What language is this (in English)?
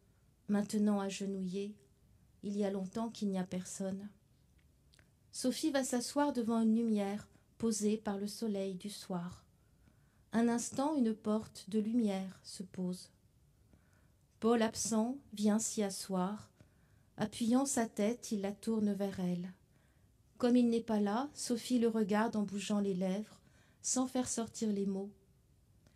French